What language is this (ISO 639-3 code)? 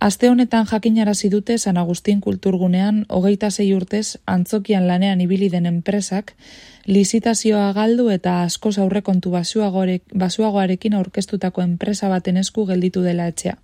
eus